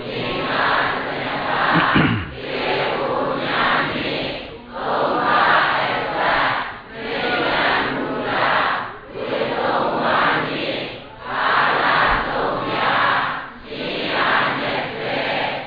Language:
Burmese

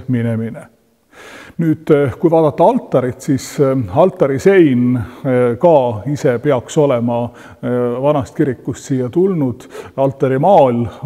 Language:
Estonian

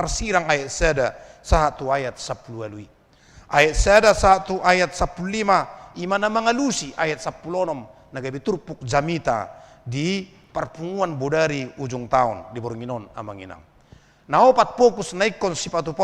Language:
Batak Toba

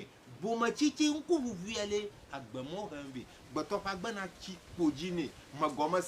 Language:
Ewe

